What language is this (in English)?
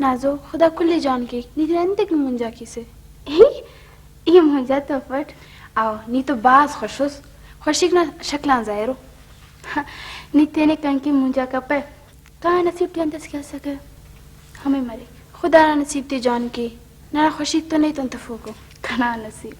Brahui